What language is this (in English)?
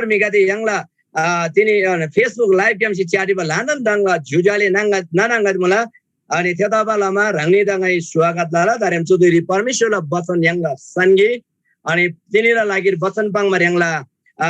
Eastern Tamang